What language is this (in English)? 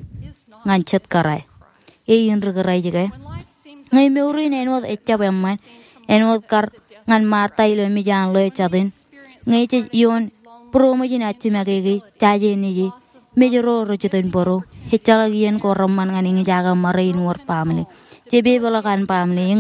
Marshallese